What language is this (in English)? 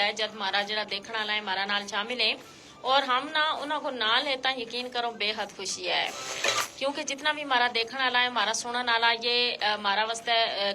Gujari